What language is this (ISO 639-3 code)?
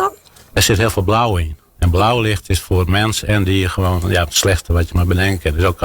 fry